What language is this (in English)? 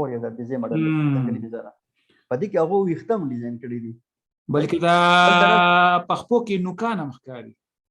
Pashto